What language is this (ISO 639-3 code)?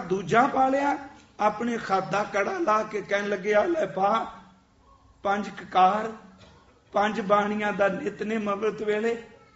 pan